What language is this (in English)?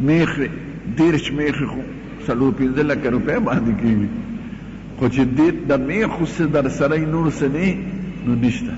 Pashto